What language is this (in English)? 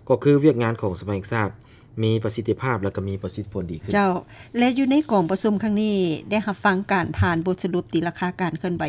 Lao